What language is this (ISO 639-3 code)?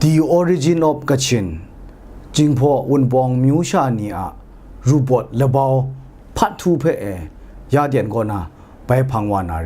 kac